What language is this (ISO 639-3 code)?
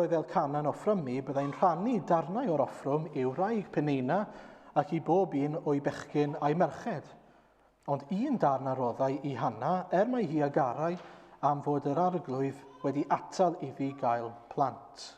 cym